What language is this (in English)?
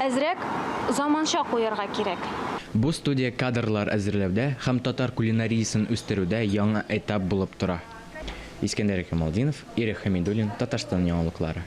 Tatar